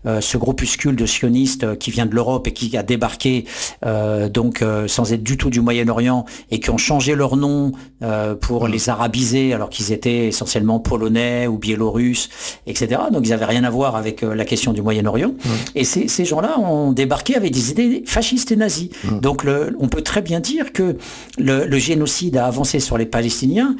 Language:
French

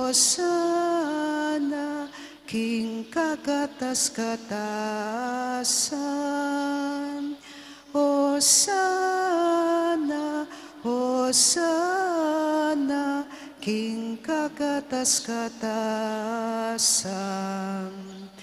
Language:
Pampanga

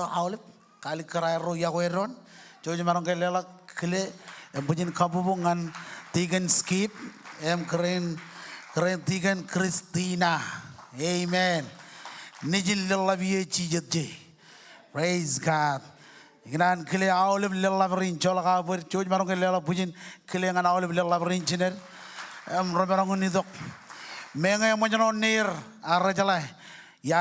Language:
Marshallese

